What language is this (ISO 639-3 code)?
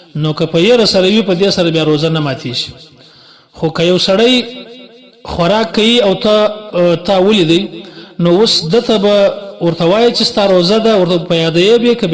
pus